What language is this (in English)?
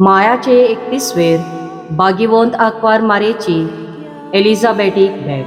Konkani